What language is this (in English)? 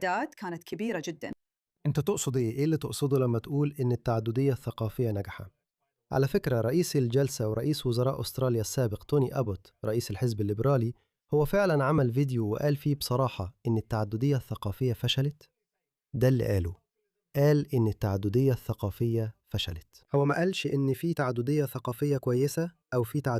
Egyptian Arabic